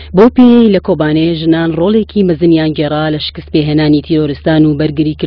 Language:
Central Kurdish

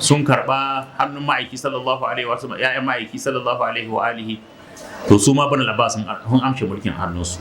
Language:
Hausa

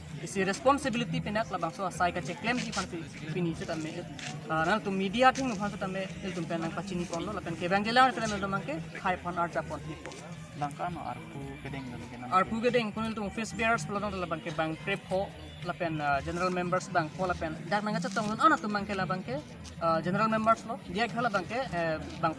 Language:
Karbi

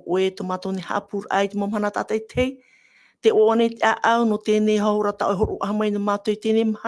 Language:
Tahitian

